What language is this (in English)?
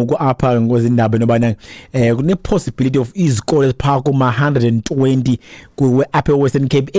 Xhosa